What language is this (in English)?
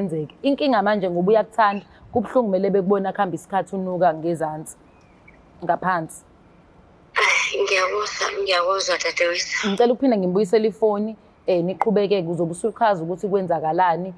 Zulu